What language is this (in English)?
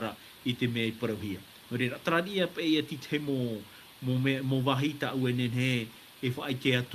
Tahitian